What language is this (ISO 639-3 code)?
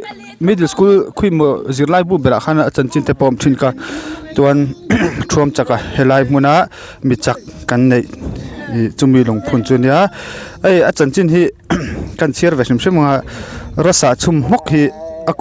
lus